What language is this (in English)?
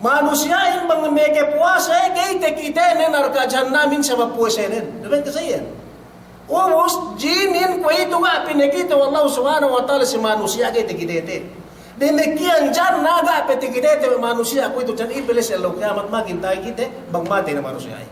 Yakan